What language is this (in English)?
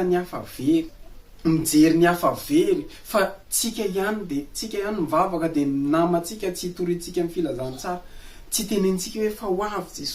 Malagasy